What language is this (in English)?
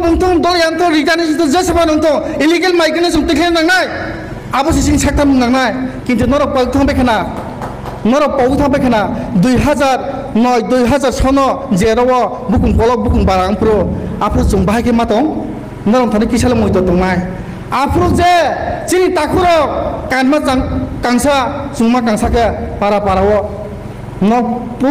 Riang (India)